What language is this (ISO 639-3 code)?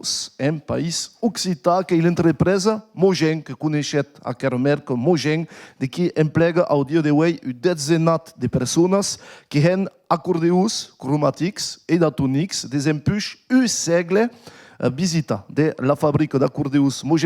oci